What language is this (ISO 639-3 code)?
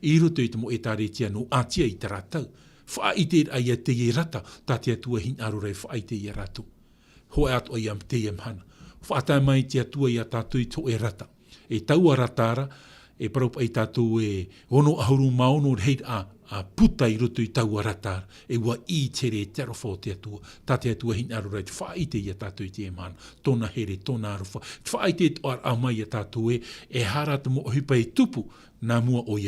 tah